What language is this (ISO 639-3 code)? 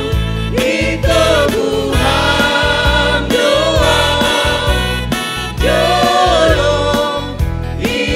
bts